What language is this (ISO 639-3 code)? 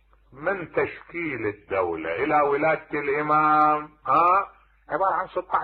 acm